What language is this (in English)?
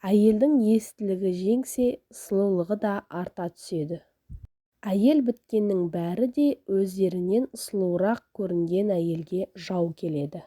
Kazakh